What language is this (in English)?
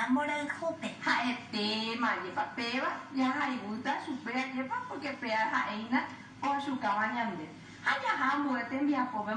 Guarani